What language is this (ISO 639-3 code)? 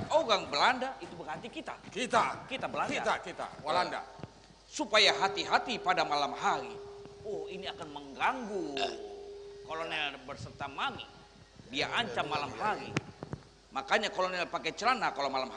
bjn